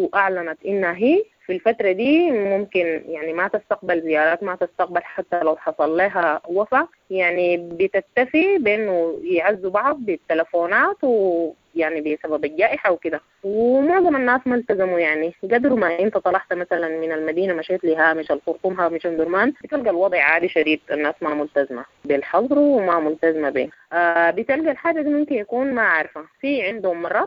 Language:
Sudanese Arabic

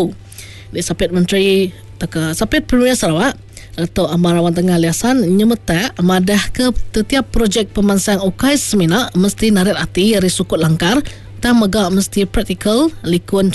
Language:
Iban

